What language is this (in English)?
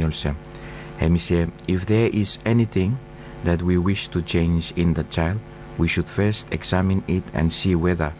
Bislama